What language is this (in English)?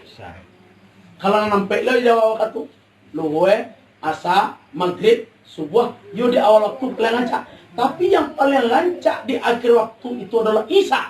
Minangkabau